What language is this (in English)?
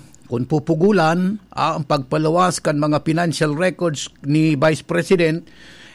Bikol